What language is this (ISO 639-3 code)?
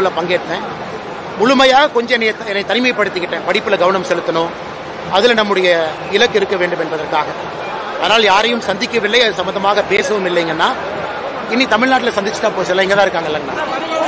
tam